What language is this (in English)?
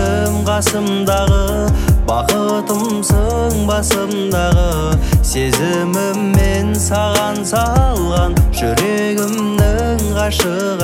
Kazakh